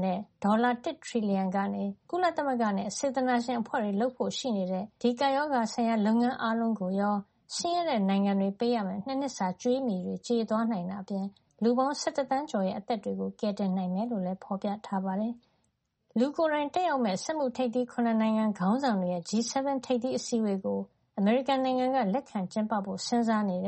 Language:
Burmese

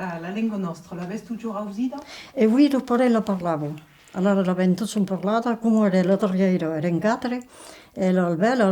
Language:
Occitan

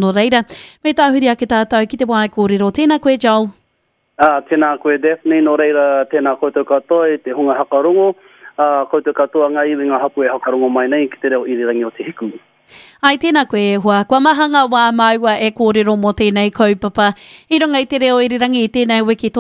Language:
Māori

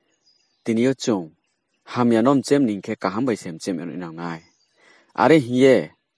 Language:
Riang (India)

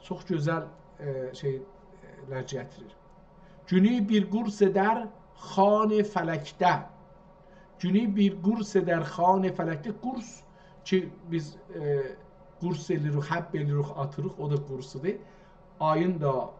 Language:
South Azerbaijani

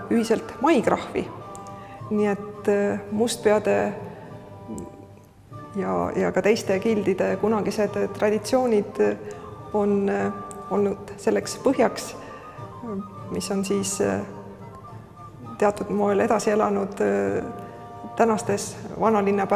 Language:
Estonian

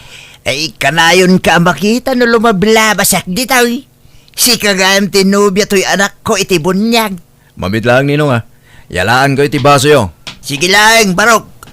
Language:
Iloko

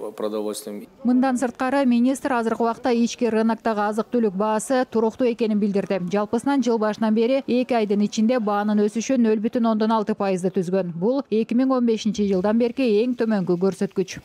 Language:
Kyrgyz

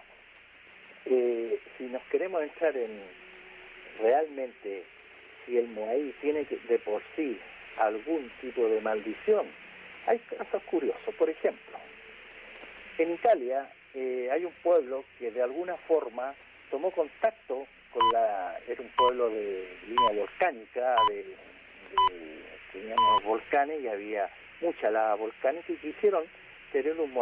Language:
Spanish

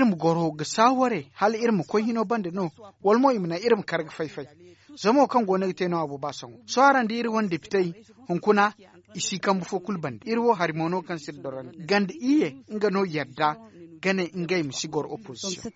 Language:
Zarma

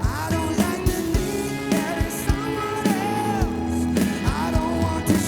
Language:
Western Frisian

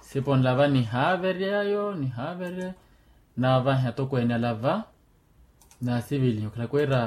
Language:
Makhuwa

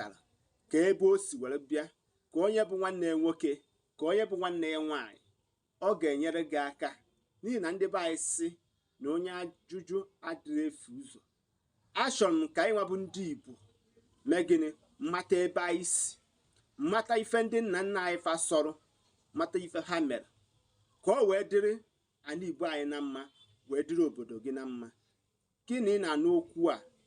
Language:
Igbo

